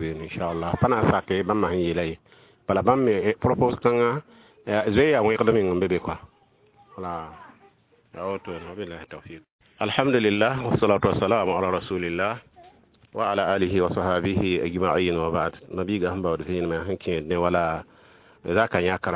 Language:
Mossi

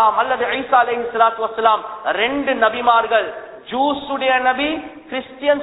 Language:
Tamil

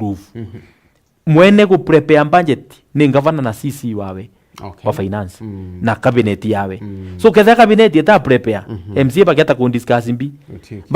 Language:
Meru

